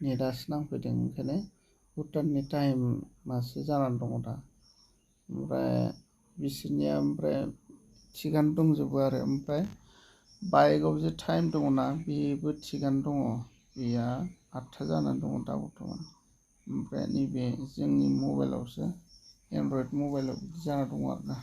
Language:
Bodo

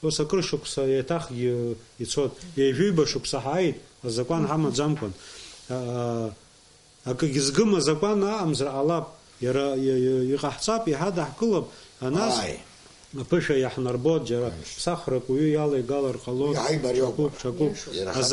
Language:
Abkhazian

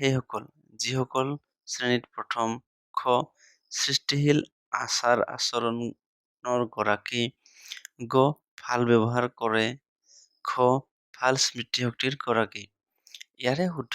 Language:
Assamese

